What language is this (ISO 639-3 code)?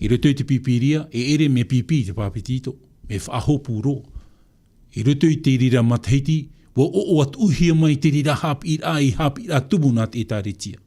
tah